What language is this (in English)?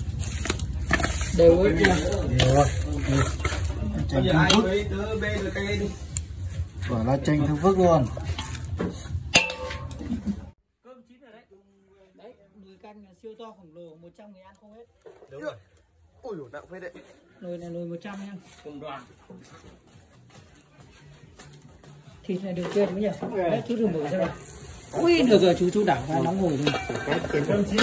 Vietnamese